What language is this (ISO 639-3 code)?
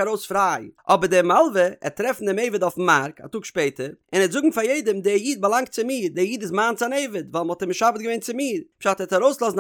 yid